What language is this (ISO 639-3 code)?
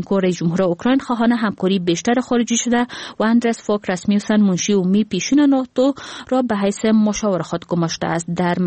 fas